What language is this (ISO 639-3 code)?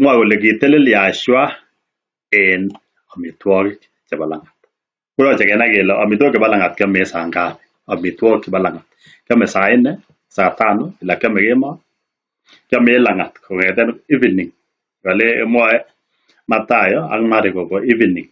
kln